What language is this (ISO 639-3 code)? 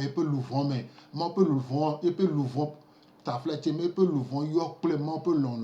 gej